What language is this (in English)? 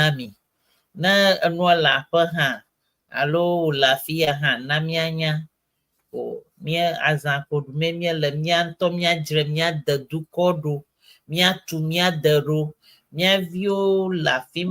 Ewe